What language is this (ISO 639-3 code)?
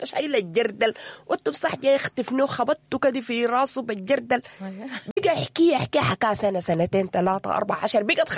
apd